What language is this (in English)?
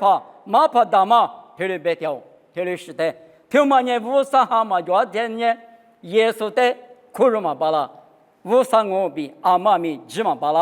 Lisu